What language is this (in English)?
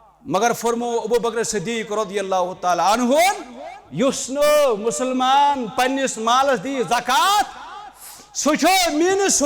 Kashmiri